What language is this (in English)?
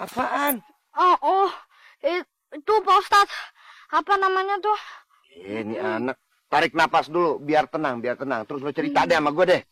Betawi